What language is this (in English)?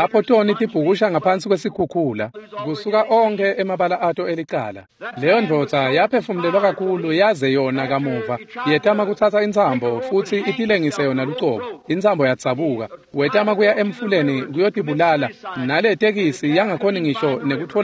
Swati